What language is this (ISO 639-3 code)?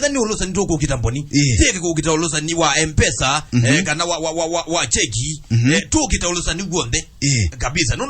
kam